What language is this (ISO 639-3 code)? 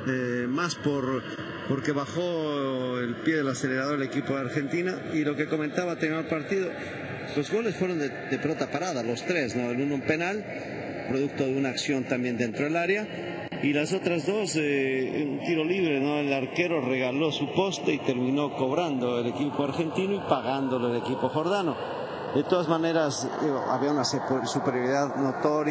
spa